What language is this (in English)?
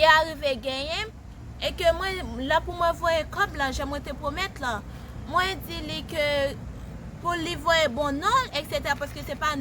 Haitian Creole